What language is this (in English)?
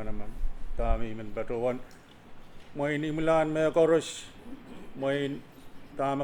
Pohnpeian